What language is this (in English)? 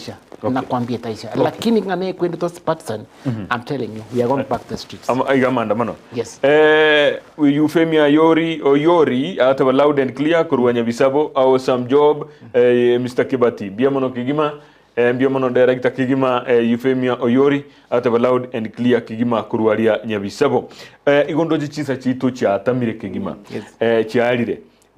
Gusii